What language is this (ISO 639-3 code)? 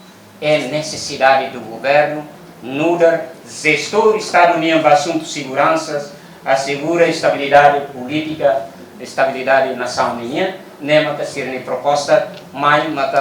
tet